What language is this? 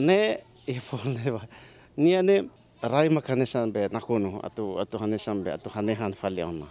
Tetum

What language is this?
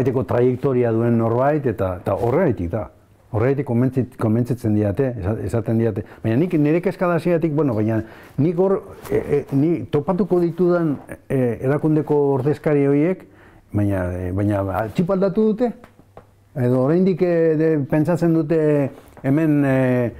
Basque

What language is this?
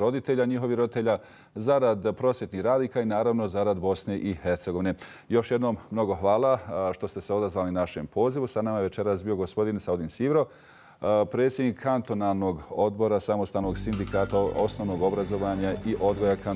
Bosnian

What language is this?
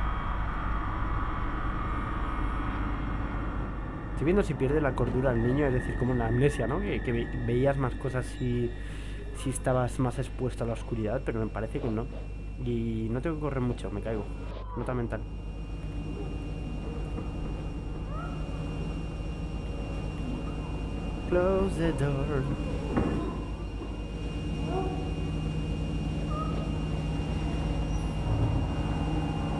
Spanish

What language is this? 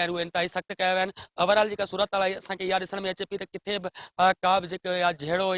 Sindhi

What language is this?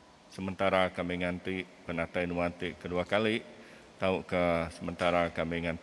Iban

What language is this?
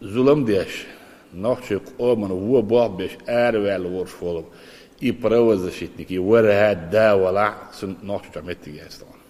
Chechen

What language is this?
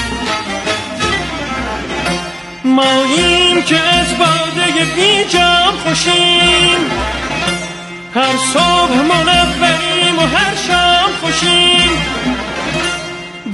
Persian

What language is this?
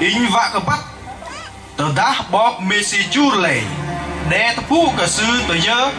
Bahnar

